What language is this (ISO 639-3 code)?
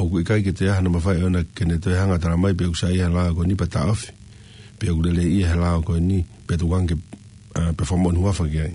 ton